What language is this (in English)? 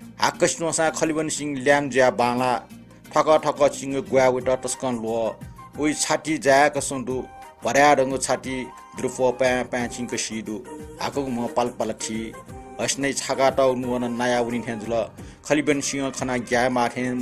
Newari